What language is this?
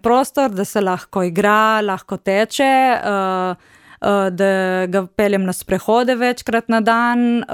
Slovenian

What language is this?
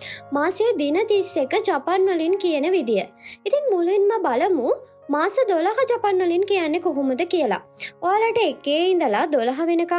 Sinhala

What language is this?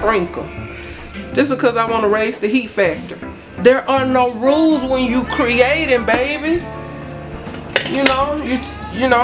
English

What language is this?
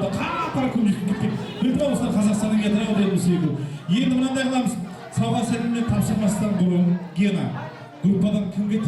Kara-Kalpak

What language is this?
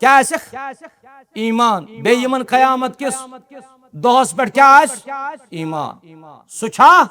Kashmiri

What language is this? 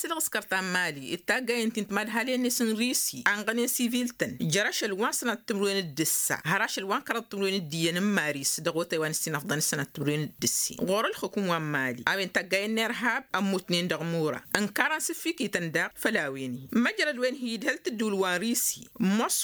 Tamasheq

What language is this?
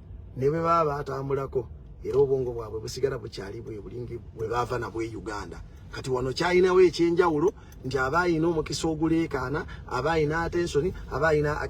Ganda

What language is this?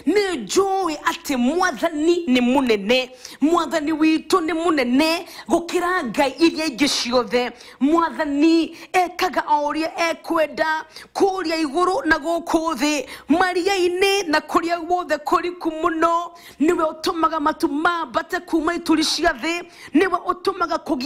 Kikuyu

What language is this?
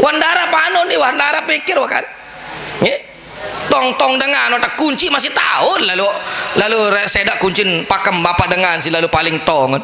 Sasak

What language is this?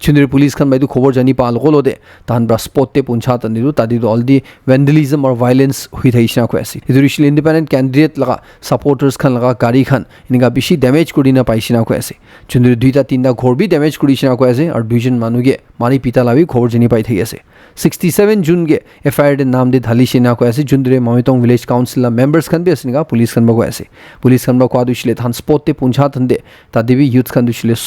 Naga Pidgin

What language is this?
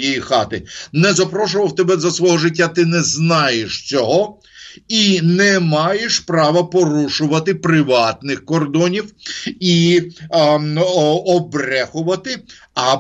Ukrainian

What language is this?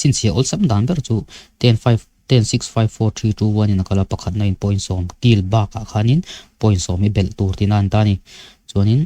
Mizo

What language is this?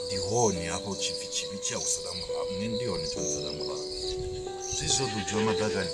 Venda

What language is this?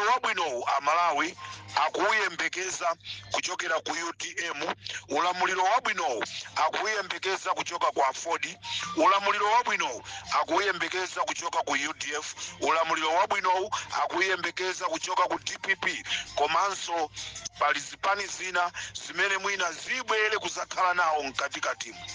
Nyanja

